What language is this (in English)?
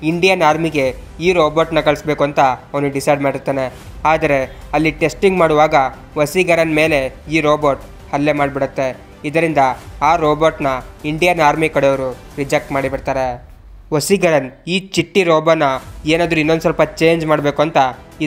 Kannada